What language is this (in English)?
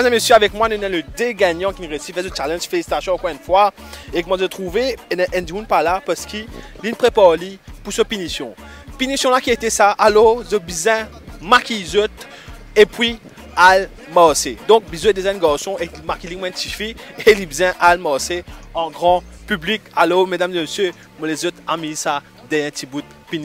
Morisyen